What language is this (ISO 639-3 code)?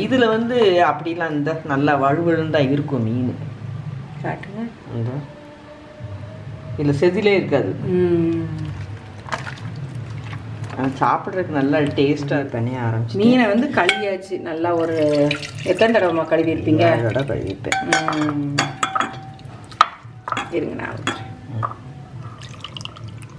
tam